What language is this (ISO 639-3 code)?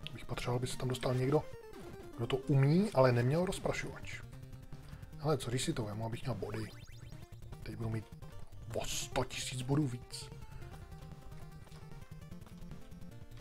ces